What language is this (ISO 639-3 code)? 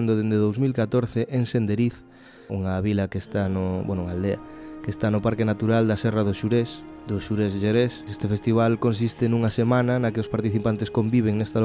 glg